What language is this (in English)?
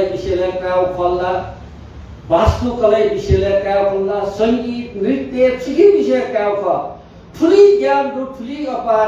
Newari